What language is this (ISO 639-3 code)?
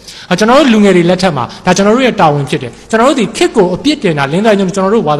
mya